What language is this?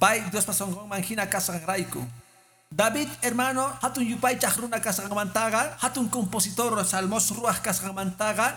Quechua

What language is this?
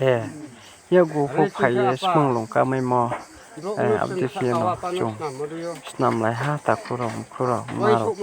Riang (India)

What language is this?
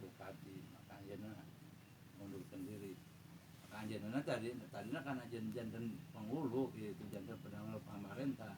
Sundanese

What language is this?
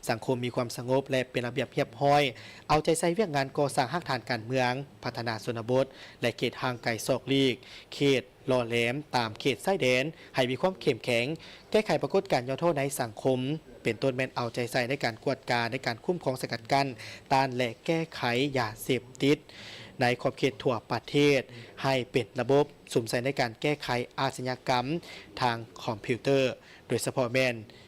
Lao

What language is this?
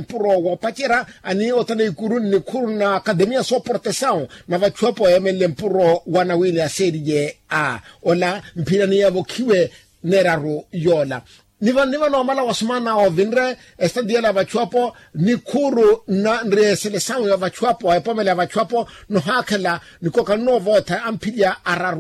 Makhuwa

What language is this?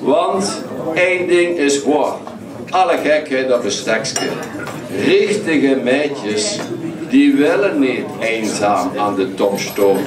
Limburgish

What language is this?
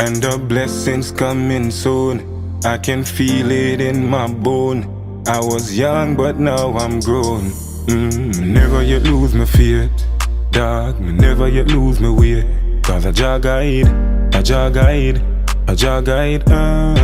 Jamaican Creole English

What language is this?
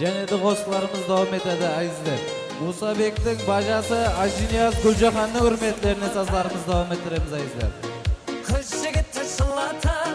Kara-Kalpak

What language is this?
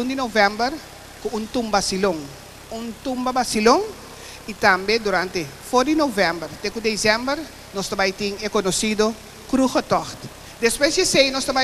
Papiamento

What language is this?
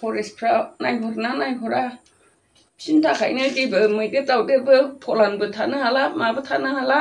Bodo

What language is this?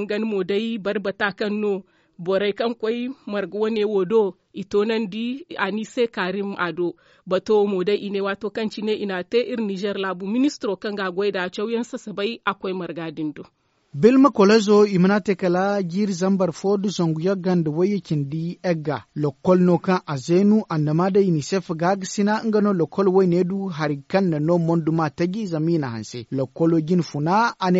Zarma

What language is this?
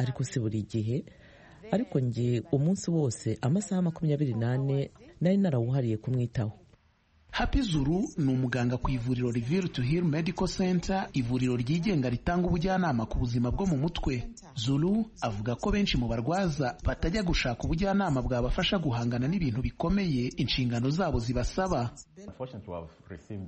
Kinyarwanda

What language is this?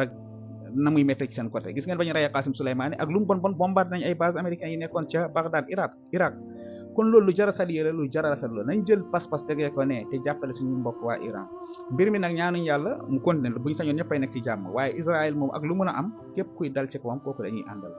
Wolof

